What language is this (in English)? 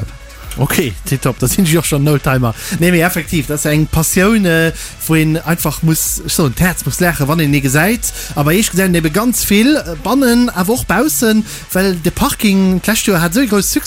Luxembourgish